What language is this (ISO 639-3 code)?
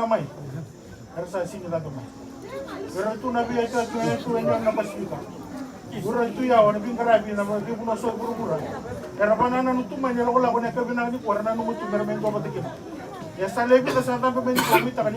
fij